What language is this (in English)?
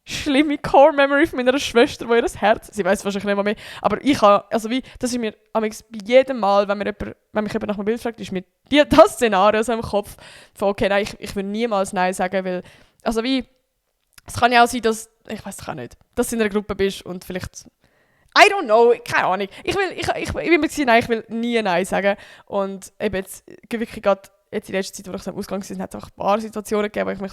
Swiss German